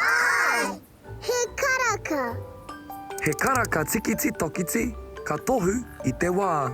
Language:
Māori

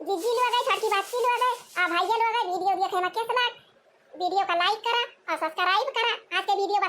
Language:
Awadhi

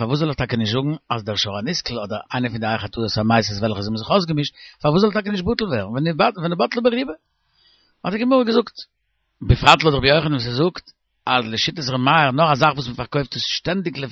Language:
Yiddish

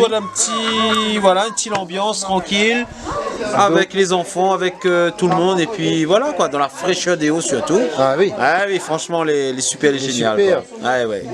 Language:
Réunion Creole French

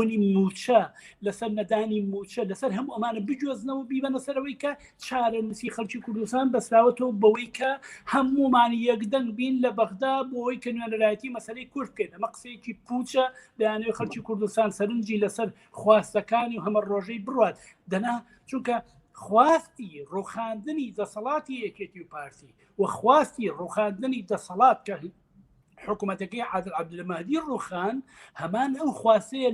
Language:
Central Kurdish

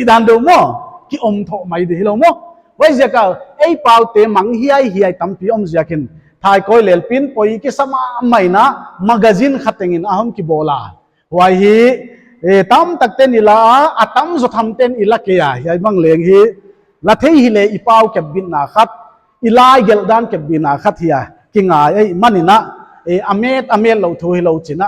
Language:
Paite Chin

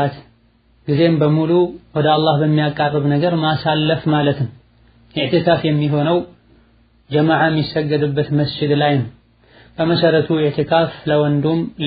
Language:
Amharic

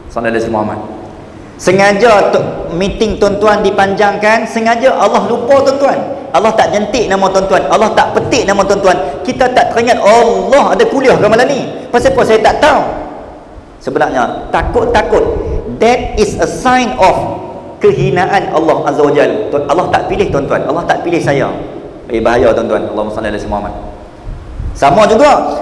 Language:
Malay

